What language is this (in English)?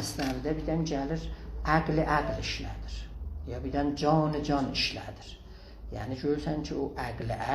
South Azerbaijani